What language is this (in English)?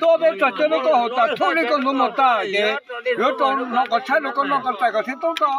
Hmong